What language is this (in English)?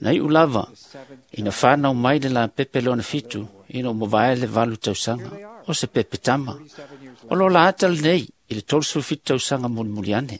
Samoan